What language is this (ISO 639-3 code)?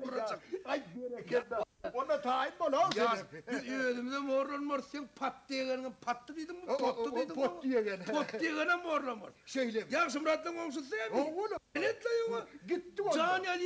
tuk